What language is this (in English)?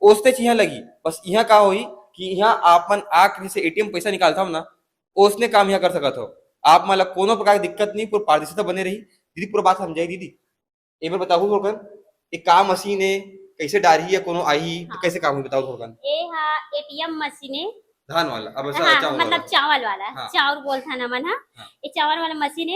Chhattisgarhi